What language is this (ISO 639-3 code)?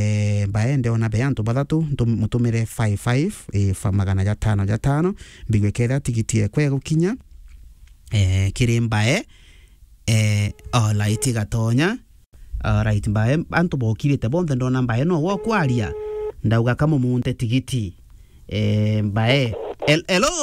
mer